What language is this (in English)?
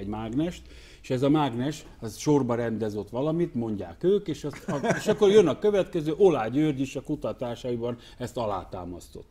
Hungarian